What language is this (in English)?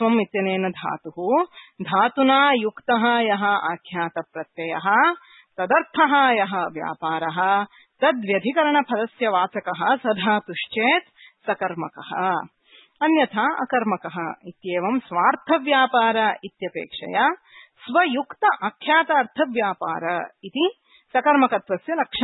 Sanskrit